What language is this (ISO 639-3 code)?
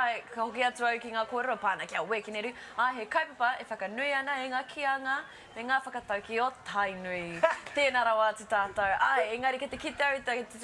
mri